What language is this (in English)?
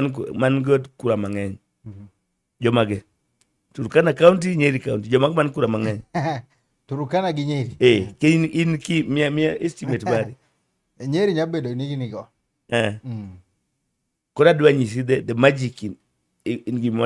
Luo (Kenya and Tanzania)